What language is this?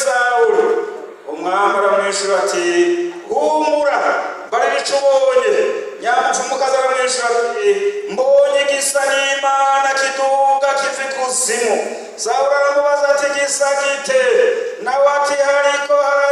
Rundi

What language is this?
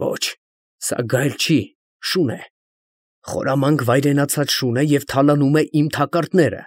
Armenian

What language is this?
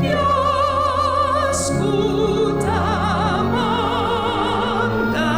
Papiamento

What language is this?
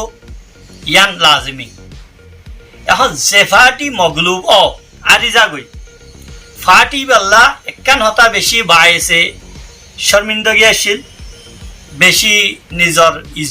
Rohingya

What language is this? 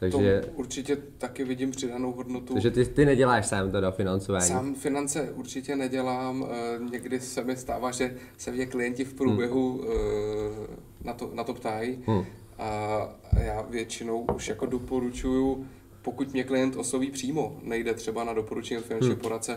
Czech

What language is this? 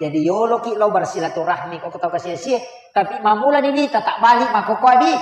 Buginese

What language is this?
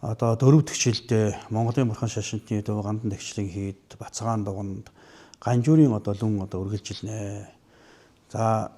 Mongolian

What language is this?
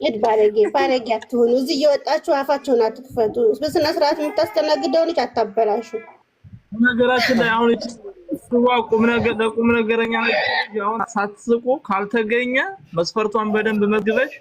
Amharic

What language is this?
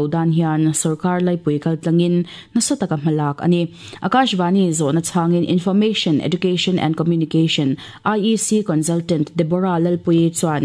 Mizo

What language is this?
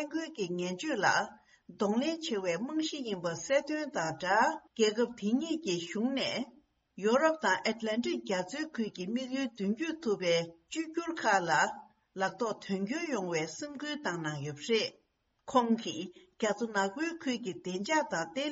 Tibetan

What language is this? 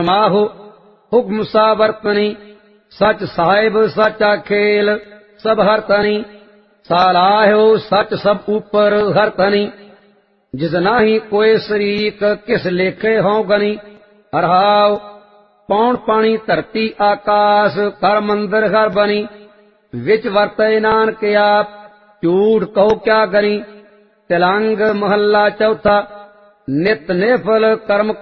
Punjabi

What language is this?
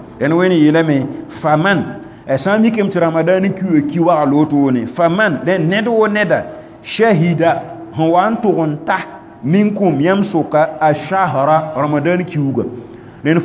Mossi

